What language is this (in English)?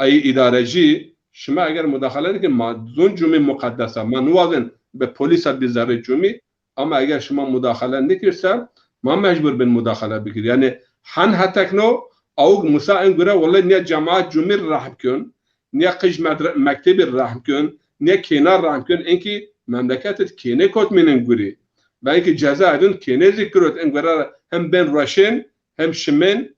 Zaza